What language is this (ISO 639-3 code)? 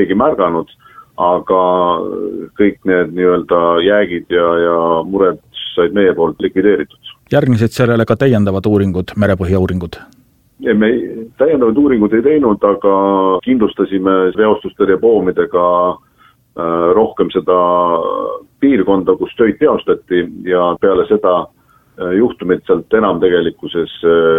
est